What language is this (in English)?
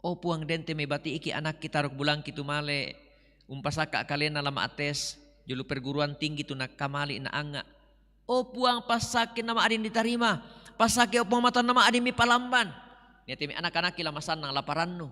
Toraja-Sa'dan